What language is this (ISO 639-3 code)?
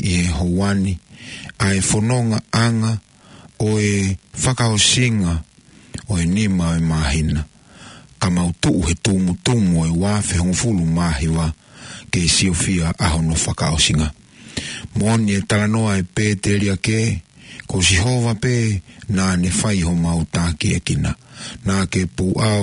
ton